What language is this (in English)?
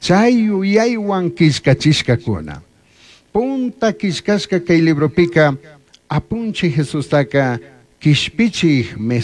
Chimborazo Highland Quichua